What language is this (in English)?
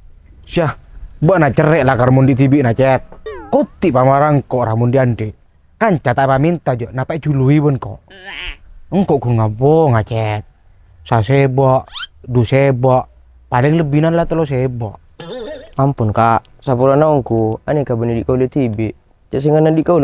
Madurese